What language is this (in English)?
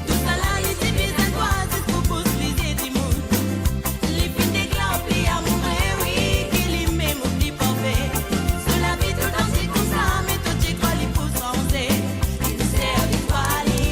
Morisyen